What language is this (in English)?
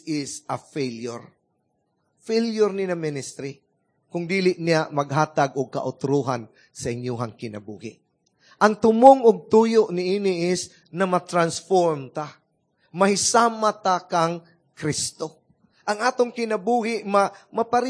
Cebuano